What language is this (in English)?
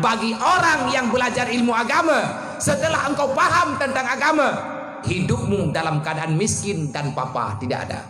Achinese